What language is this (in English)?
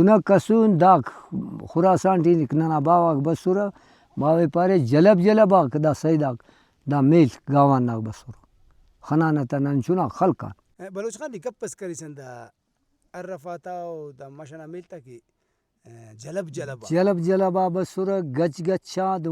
Brahui